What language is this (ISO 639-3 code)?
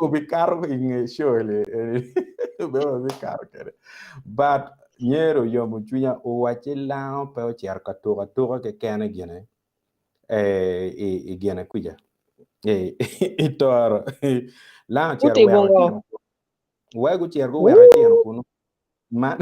ach